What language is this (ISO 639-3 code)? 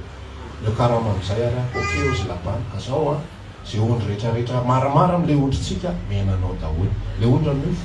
mlg